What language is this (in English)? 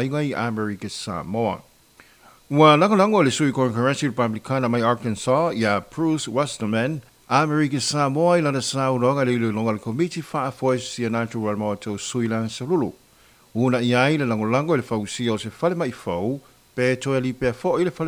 Samoan